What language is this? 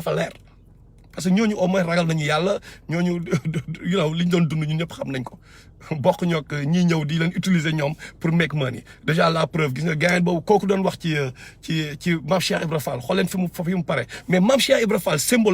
Wolof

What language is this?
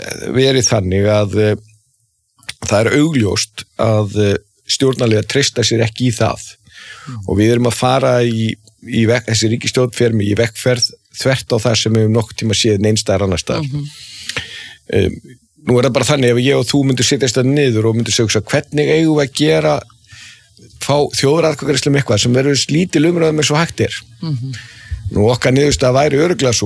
Icelandic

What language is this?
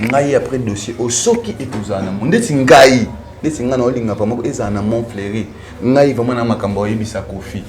Lingala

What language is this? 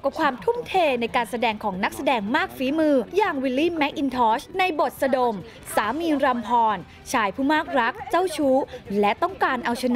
Thai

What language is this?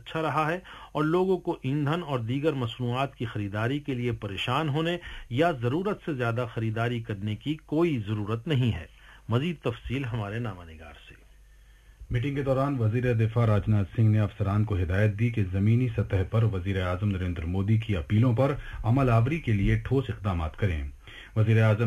Urdu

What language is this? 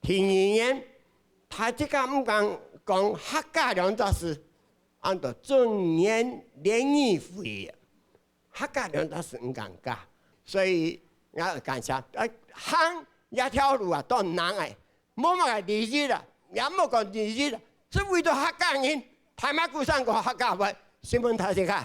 Hakka Chinese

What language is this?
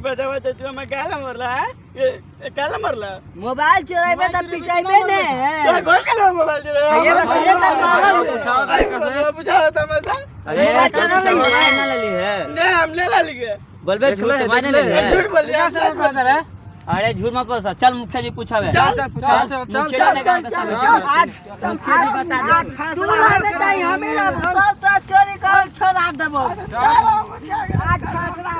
Magahi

